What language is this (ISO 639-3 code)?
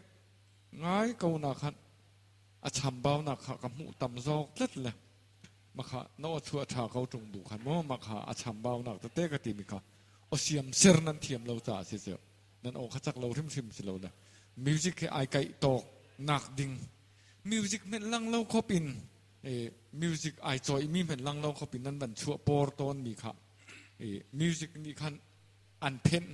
cnh